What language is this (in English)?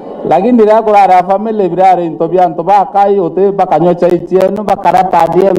Meru